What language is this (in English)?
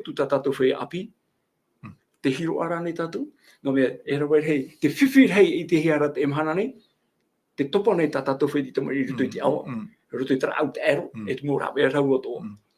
Tahitian